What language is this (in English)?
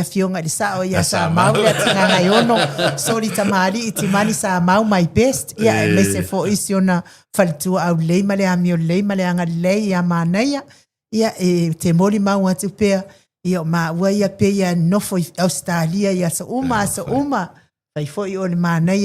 Samoan